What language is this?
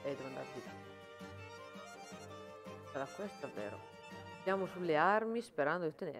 Italian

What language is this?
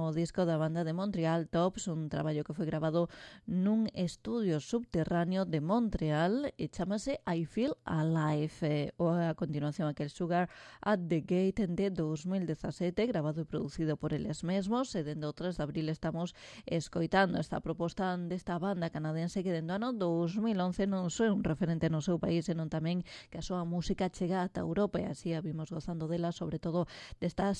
Galician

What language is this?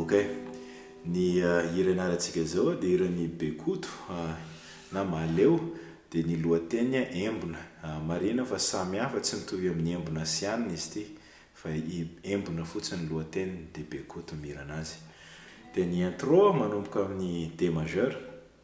Malagasy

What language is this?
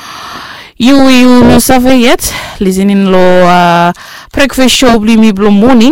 Bislama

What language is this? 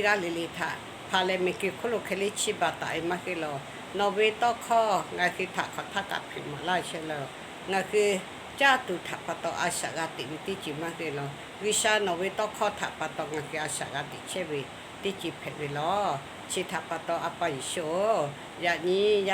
Lahu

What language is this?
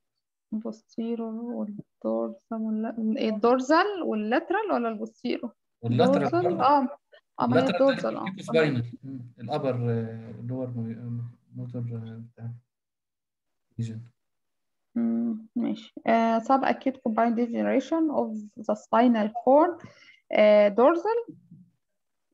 Egyptian Arabic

